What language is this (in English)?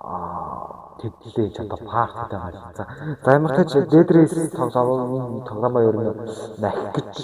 Mongolian